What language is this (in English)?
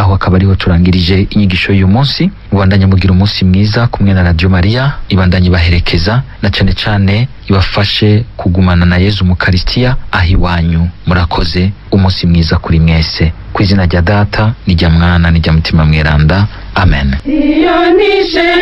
Rundi